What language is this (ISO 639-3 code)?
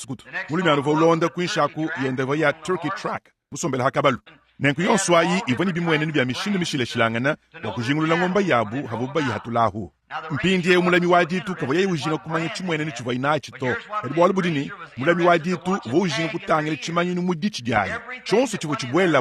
lua